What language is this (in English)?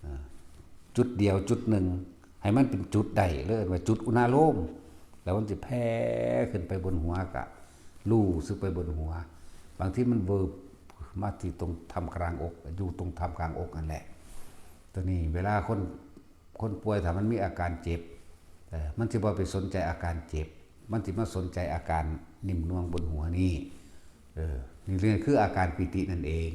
Northeastern Thai